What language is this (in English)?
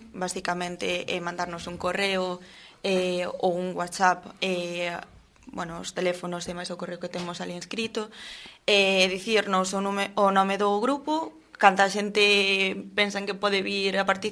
Galician